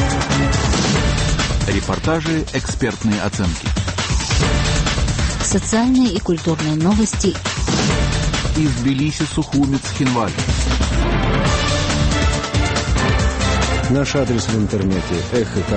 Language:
Russian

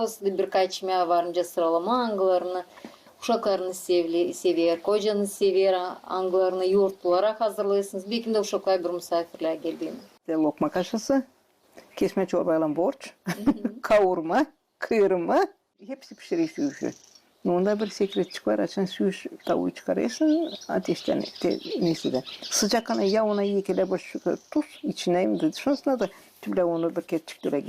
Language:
Gagauz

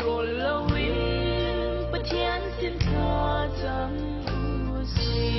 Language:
Falam Chin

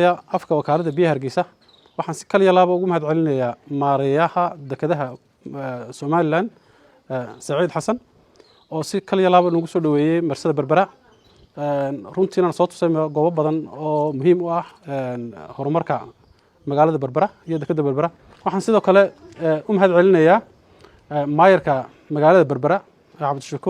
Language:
Somali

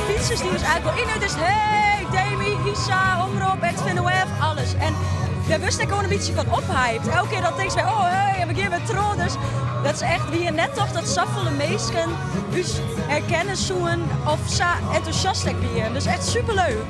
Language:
Western Frisian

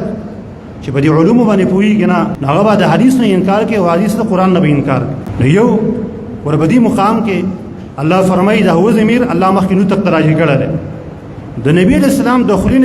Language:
Pashto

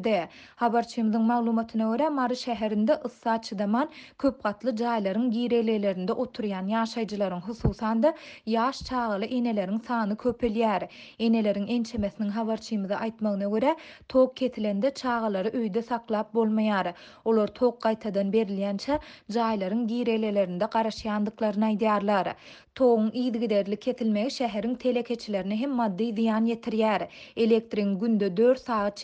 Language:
Turkmen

